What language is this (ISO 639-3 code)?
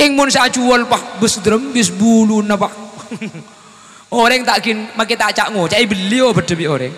mad